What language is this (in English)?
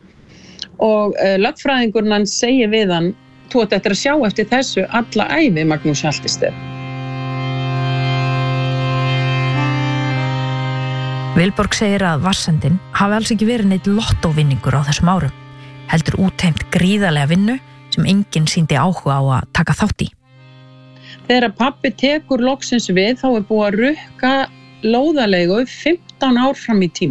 Icelandic